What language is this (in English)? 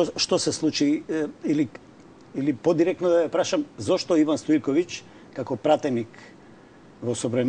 Macedonian